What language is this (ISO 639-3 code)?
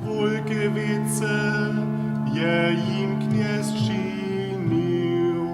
hsb